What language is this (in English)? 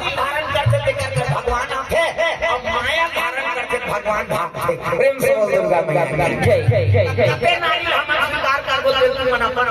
Chhattisgarhi